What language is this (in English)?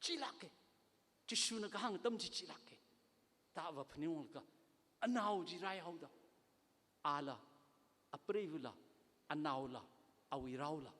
Tangkhul Naga (India)